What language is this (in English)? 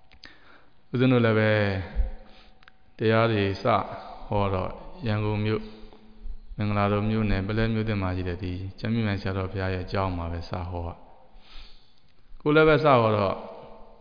Burmese